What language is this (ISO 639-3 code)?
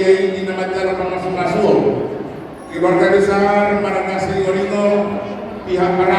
bbc